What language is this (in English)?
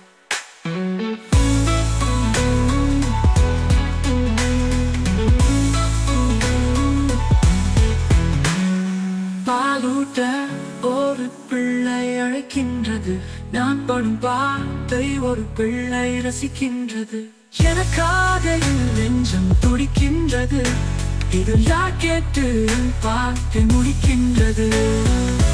Tamil